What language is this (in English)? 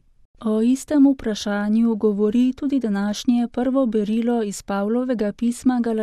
Slovenian